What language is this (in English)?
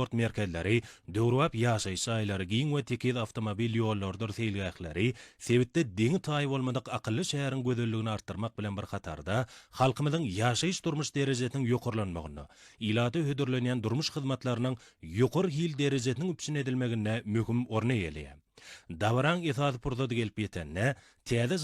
Turkmen